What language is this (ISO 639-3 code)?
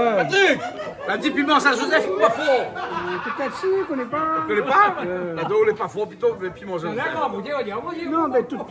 rcf